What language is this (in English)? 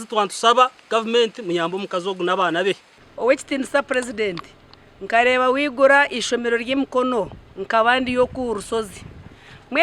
Nyankole